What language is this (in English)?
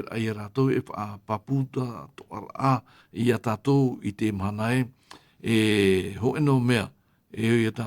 Tahitian